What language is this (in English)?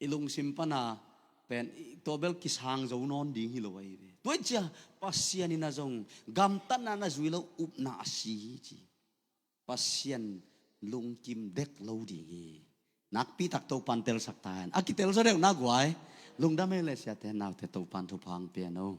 Tedim Chin